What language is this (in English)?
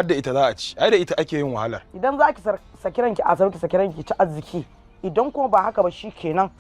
Hausa